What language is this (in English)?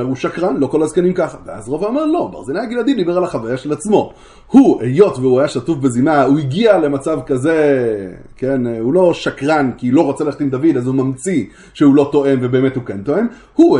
Hebrew